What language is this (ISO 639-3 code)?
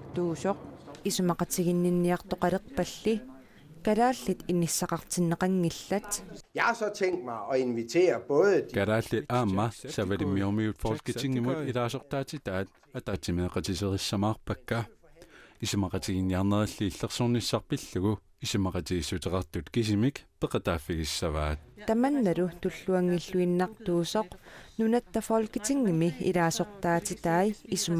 kal